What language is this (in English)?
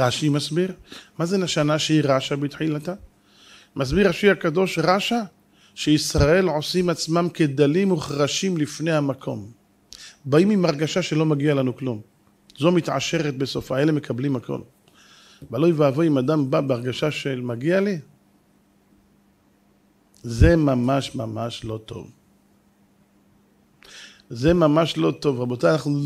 Hebrew